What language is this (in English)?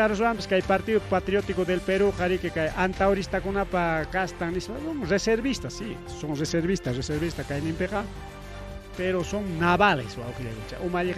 Ayacucho Quechua